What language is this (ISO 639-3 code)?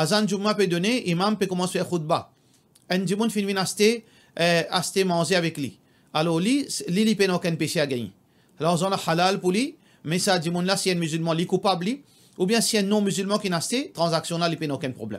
mfe